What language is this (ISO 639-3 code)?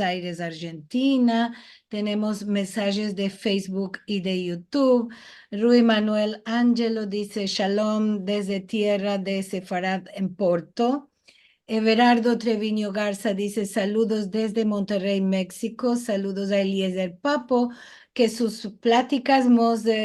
lad